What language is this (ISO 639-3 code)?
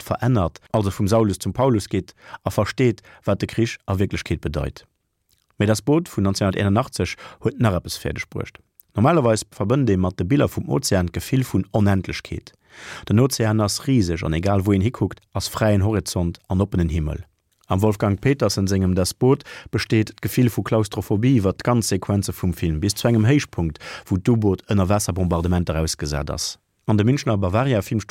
ltz